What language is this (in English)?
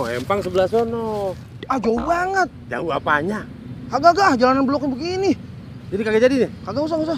Betawi